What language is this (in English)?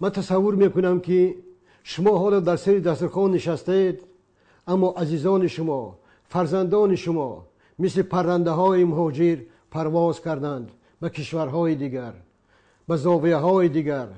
Tajik